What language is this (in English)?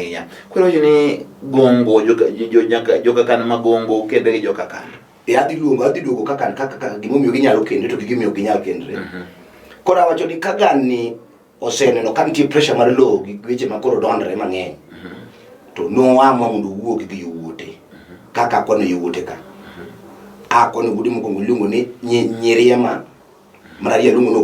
Luo (Kenya and Tanzania)